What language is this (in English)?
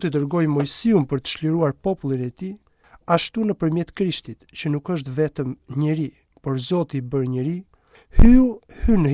Albanian